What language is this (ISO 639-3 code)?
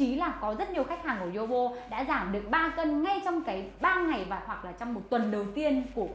vie